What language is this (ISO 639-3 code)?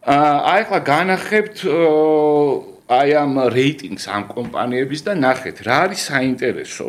kat